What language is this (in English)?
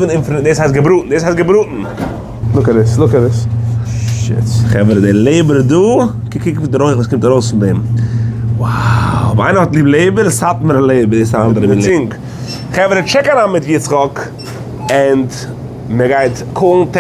Yiddish